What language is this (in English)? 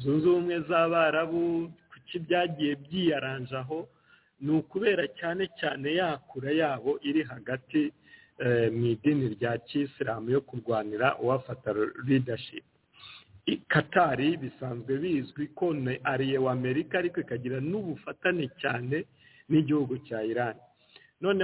Kinyarwanda